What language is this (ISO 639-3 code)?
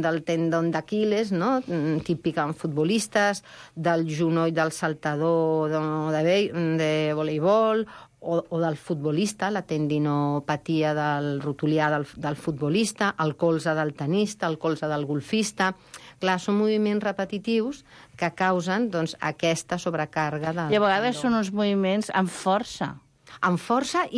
cat